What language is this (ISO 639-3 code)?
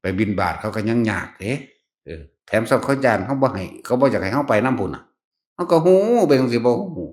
tts